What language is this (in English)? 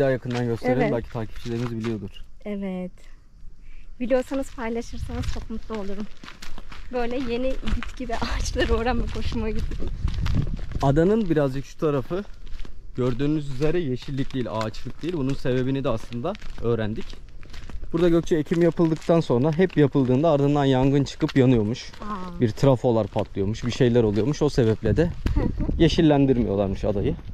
Turkish